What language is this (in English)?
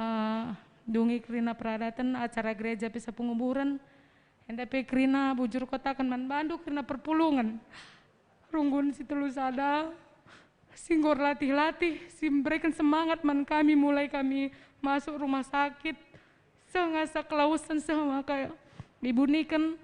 Batak Karo